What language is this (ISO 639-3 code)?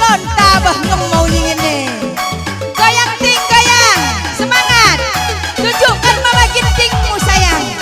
btx